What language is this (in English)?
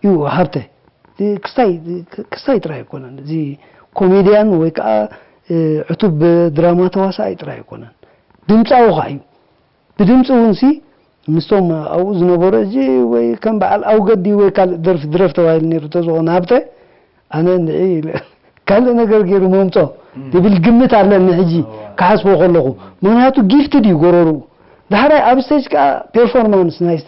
Tigrinya